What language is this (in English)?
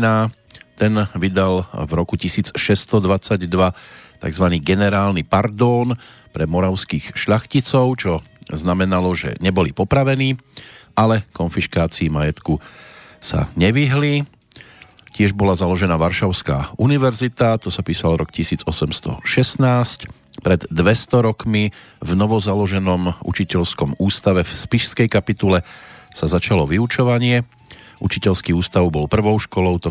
Slovak